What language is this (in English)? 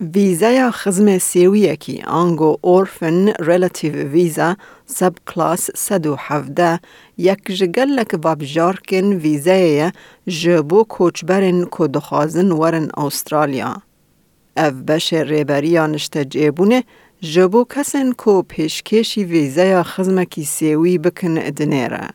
Kurdish